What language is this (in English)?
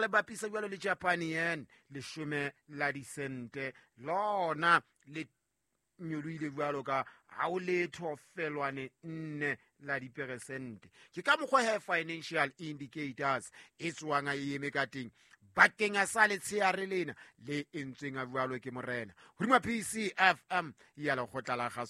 Southern Sotho